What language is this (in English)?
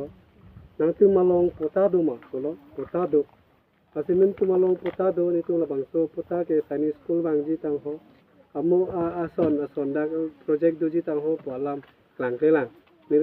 Karbi